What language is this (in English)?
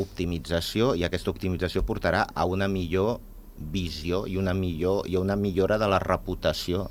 Catalan